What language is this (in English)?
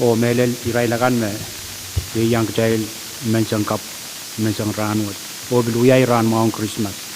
Pohnpeian